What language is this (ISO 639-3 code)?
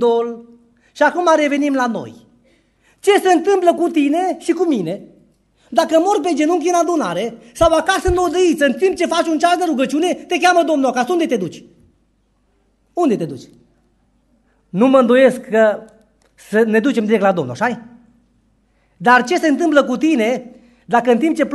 ron